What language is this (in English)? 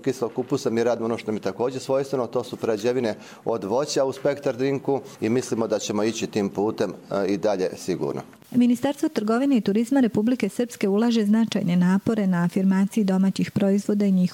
Bosnian